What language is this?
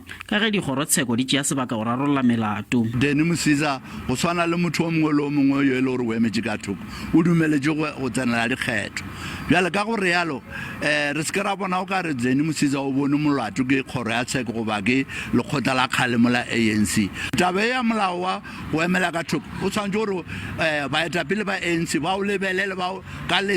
Northern Sotho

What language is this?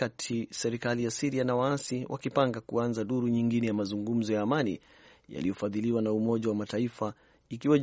Swahili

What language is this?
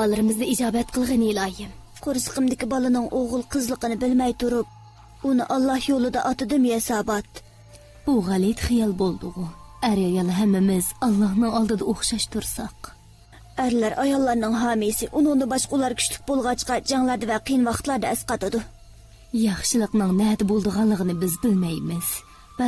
Uyghur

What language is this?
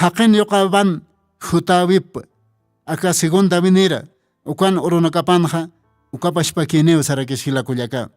Aymara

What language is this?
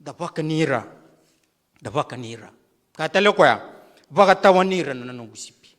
Fijian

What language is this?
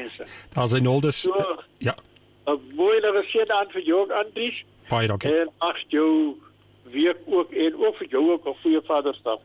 Afrikaans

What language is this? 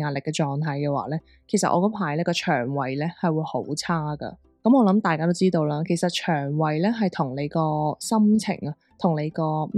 Cantonese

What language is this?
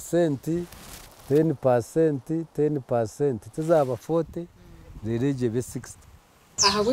Nyankole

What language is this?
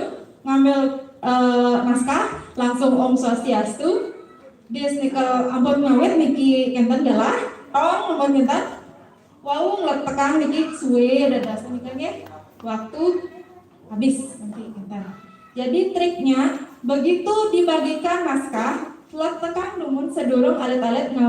Balinese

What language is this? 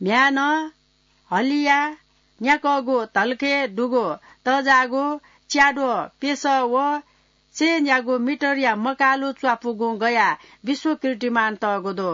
Newari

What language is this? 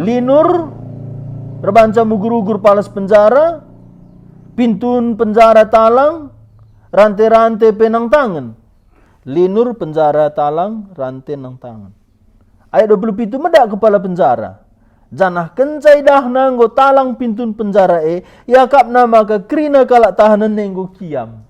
Batak Karo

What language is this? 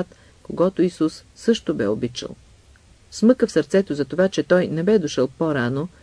Bulgarian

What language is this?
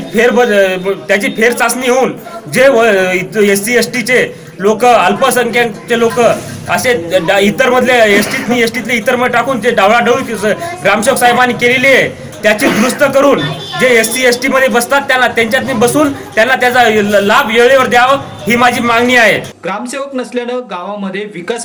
Marathi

